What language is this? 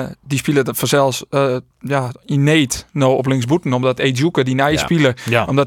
Western Frisian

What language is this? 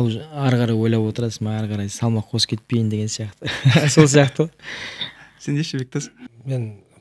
Kazakh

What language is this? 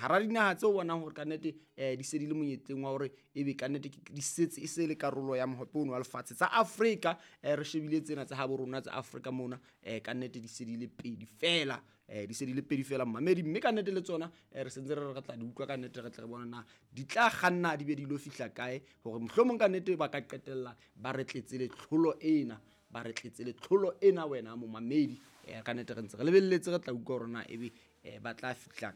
Southern Sotho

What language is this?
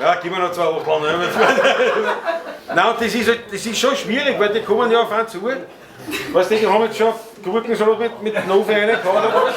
Bavarian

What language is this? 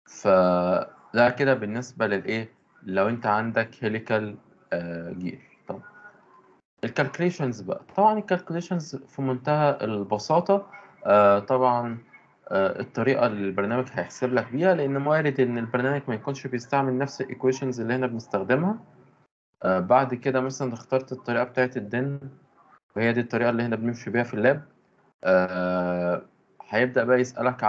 Egyptian Arabic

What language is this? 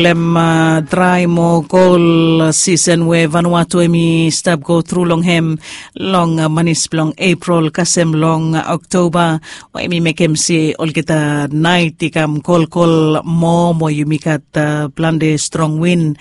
Bislama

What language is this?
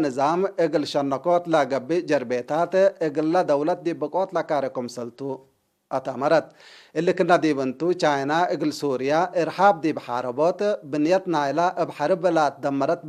Tigre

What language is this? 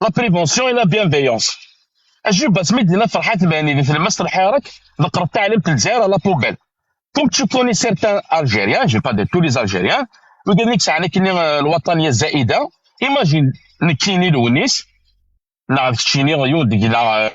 Kabyle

